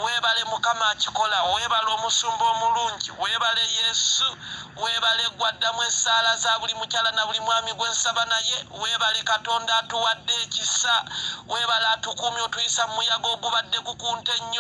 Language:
Ganda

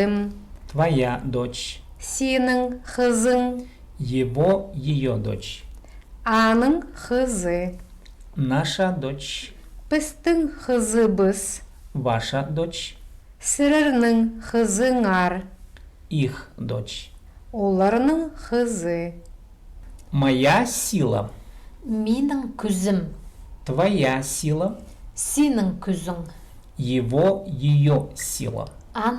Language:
Khakas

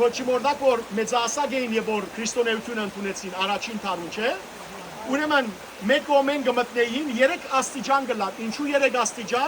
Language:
Western Armenian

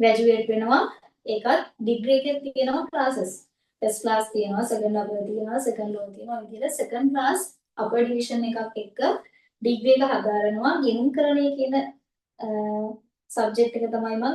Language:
Sinhala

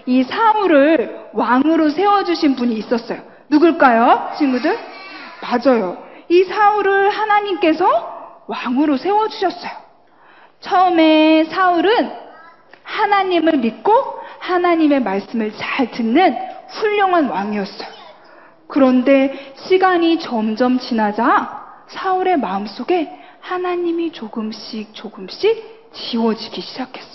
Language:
Korean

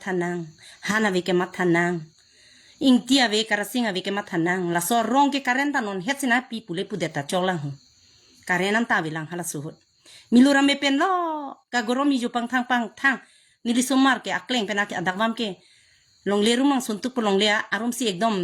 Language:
Karbi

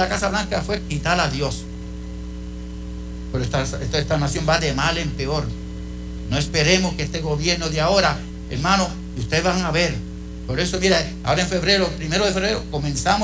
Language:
Spanish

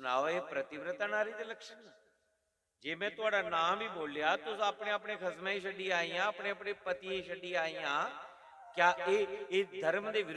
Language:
Dogri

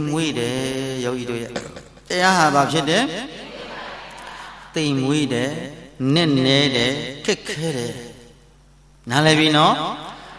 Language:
Burmese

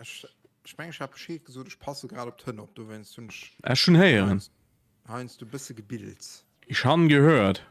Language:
Luxembourgish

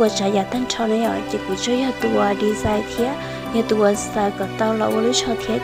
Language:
Hmong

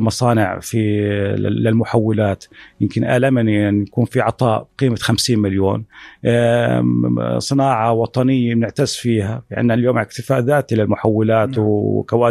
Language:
North Levantine Arabic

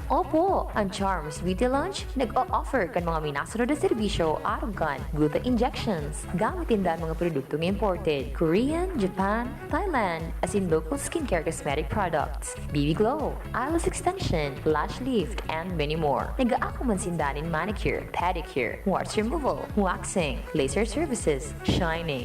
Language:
Bikol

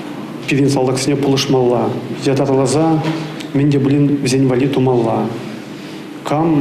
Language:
Chuvash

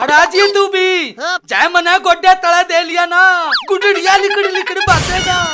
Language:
Haryanvi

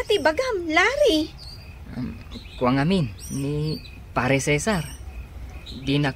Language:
Iloko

